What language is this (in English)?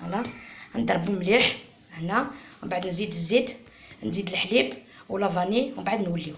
Algerian Arabic